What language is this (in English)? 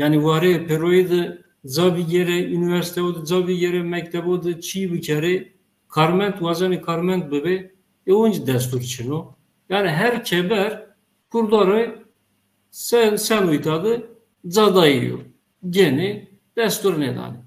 Zaza